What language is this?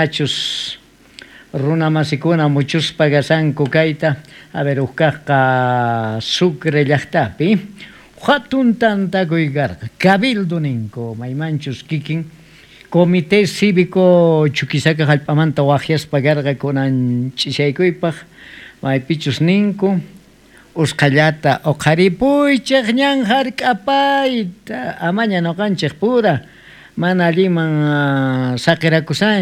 South Bolivian Quechua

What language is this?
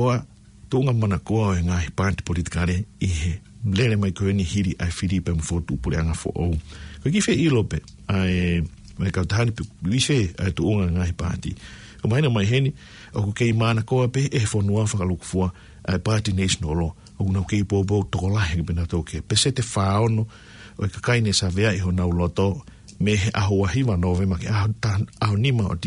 Tongan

